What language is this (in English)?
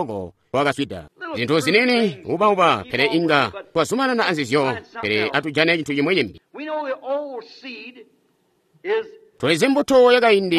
Tonga (Zambia)